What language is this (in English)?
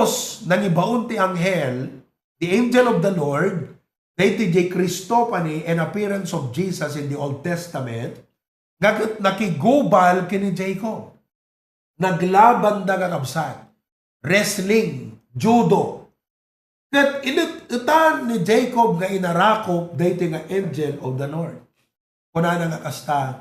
Iloko